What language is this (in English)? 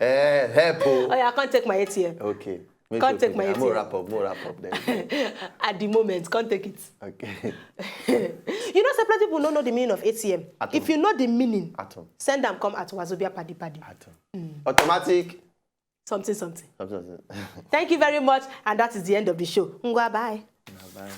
Nigerian Pidgin